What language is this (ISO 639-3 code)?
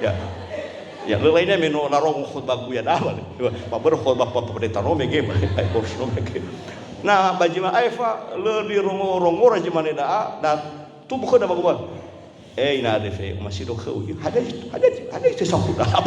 nia